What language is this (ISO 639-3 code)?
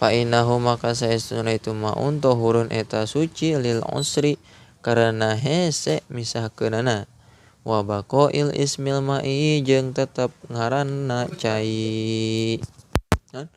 sun